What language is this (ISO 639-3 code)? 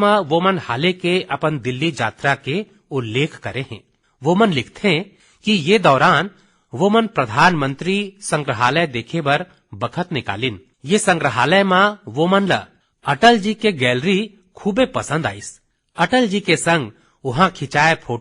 hne